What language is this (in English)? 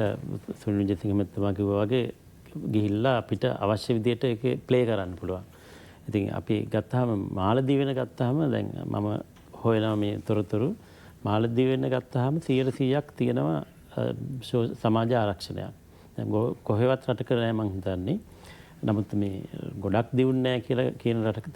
Sinhala